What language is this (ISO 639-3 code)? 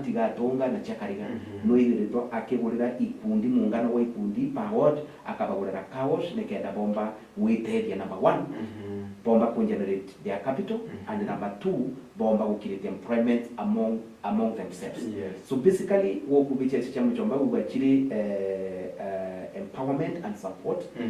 mer